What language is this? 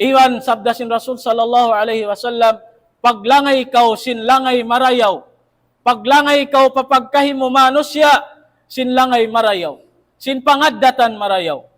Tausug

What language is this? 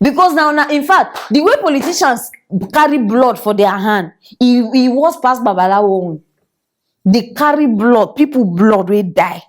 Nigerian Pidgin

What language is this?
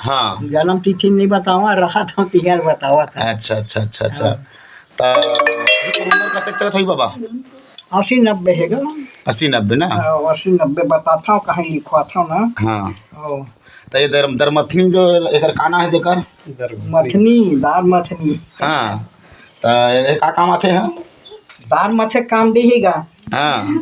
Chhattisgarhi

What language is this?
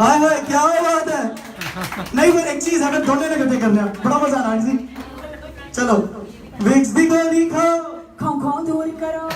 Dogri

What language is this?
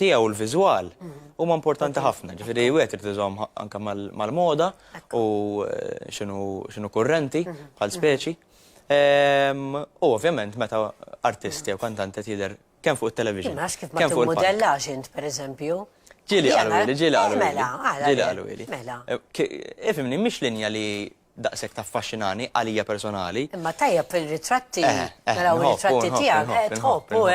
Maltese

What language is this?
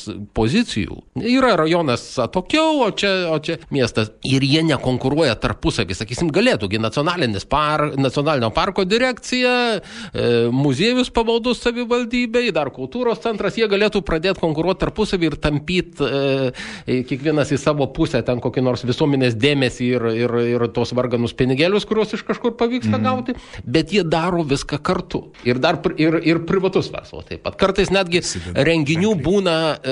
Lithuanian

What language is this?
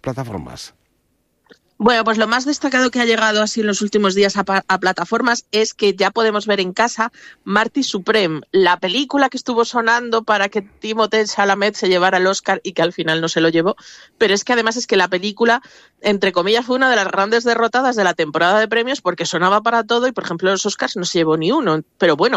Spanish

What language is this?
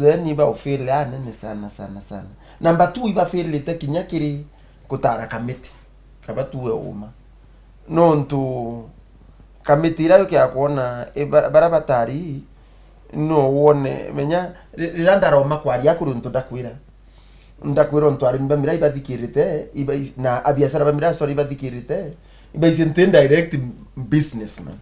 Meru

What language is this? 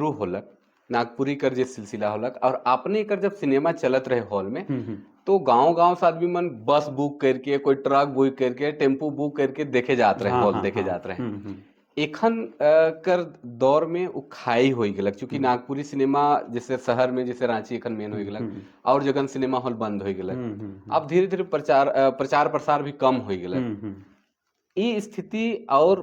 Sadri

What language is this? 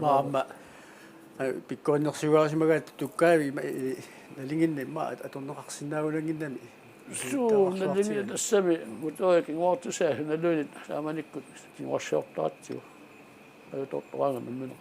Kalaallisut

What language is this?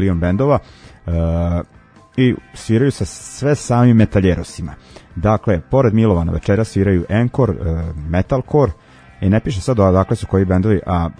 Serbian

